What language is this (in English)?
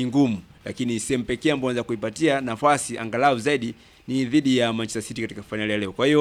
Swahili